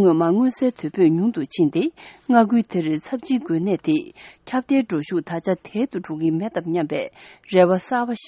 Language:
Tibetan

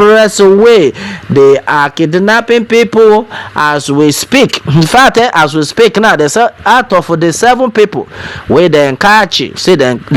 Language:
Nigerian Pidgin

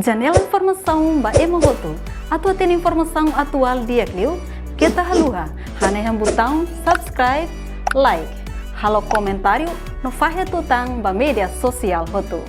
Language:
Tetum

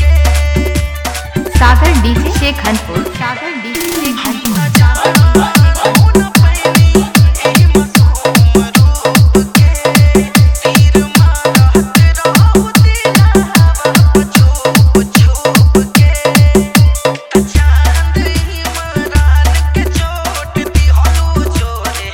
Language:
Bhojpuri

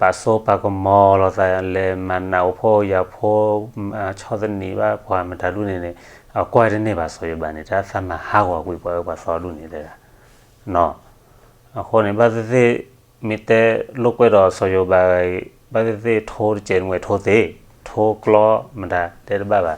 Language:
S'gaw Karen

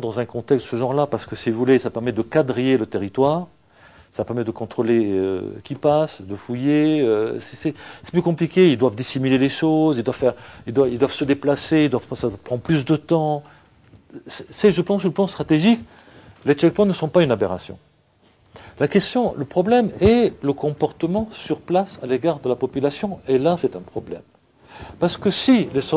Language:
French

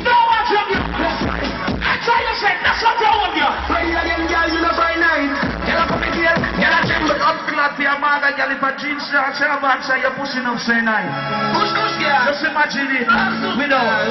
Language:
Jamaican Creole English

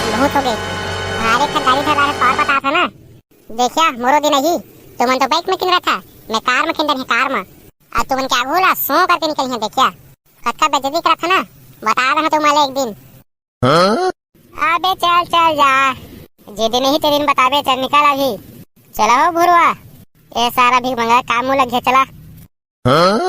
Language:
Chhattisgarhi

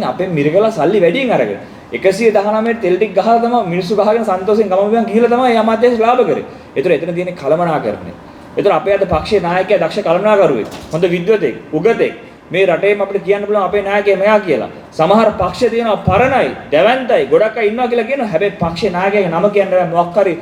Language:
Sinhala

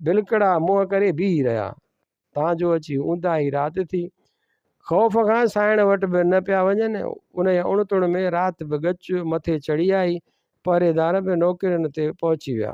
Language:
Sindhi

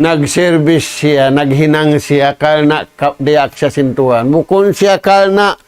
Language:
Tausug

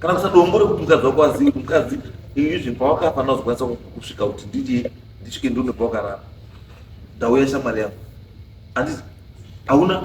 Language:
Shona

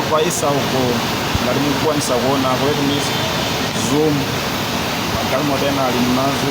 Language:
Nyanja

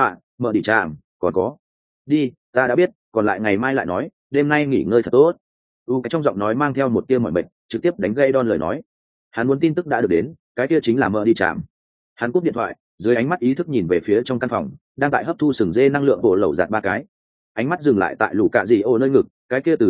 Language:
Vietnamese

